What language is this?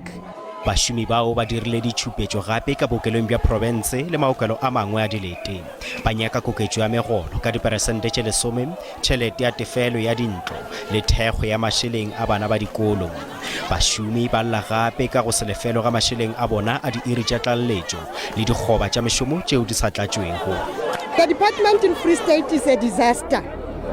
Northern Sotho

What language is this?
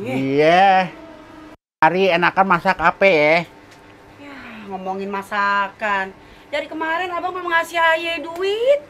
Betawi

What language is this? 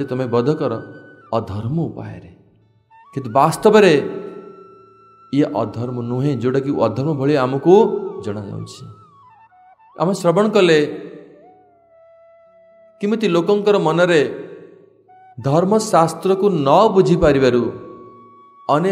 Odia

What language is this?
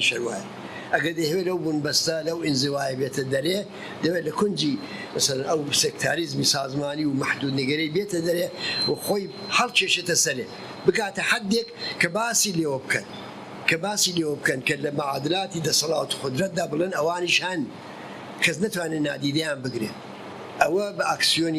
Central Kurdish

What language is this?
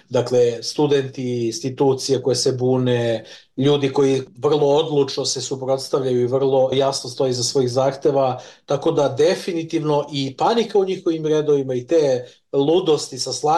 Serbian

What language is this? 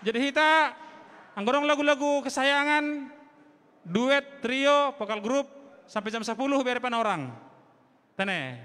Batak Simalungun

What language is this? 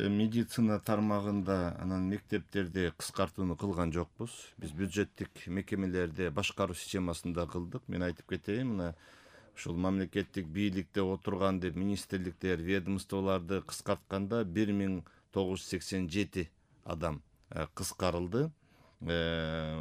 Kyrgyz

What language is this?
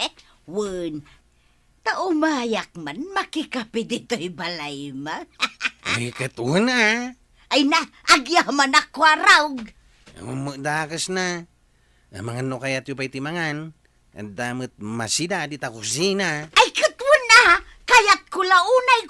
Iloko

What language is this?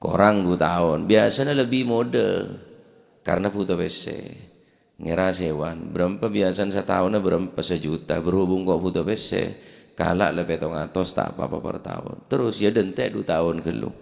Madurese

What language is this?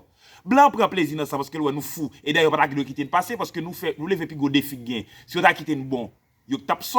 Haitian Creole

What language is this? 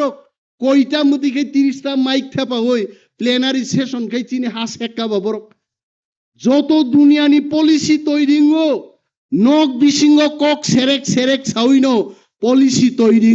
Kok Borok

